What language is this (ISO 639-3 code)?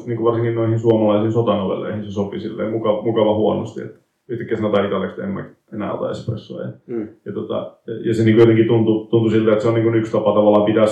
fin